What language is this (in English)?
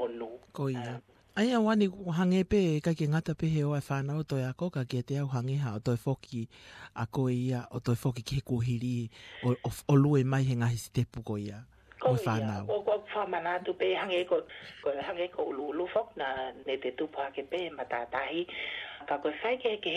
Tongan